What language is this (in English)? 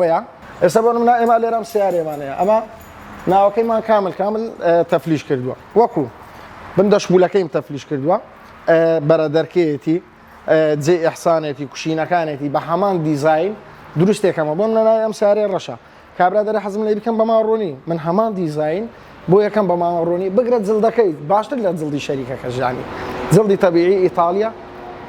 Central Kurdish